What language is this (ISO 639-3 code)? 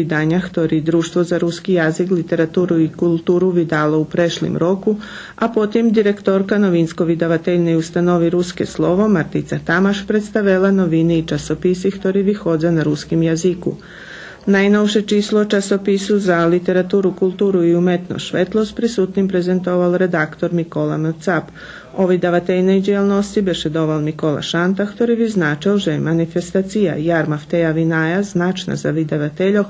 rue